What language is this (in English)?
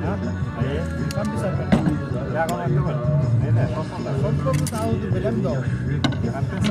Bashkir